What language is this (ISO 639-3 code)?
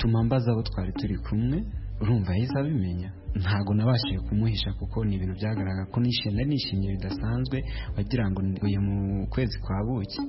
kin